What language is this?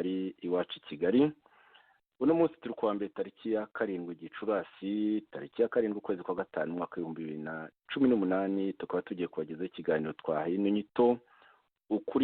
Kinyarwanda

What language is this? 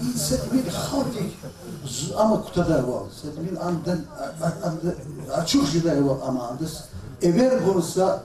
Lezghian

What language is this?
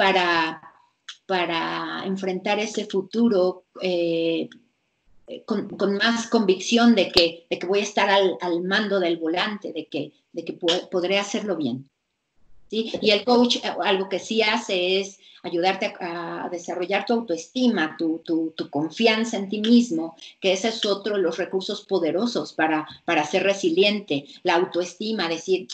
Spanish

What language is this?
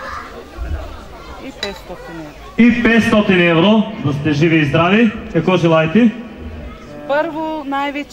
Bulgarian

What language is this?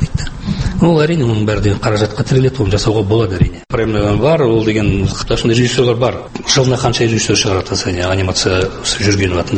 Kazakh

